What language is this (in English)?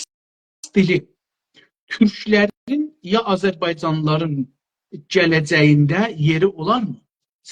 South Azerbaijani